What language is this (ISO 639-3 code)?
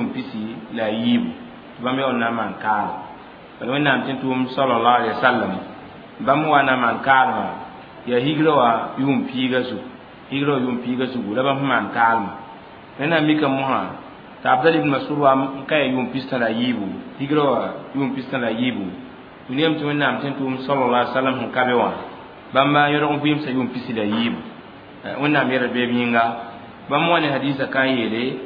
mos